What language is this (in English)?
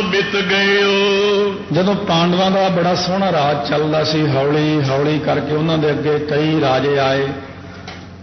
Punjabi